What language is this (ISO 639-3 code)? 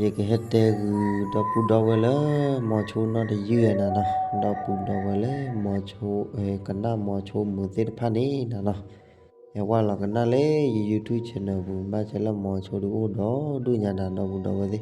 ksw